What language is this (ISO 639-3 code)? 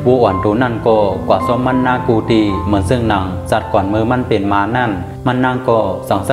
shn